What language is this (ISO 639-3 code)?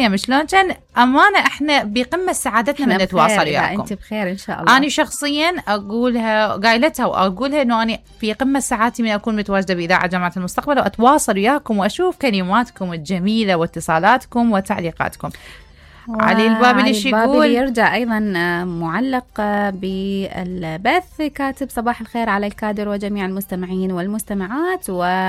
acm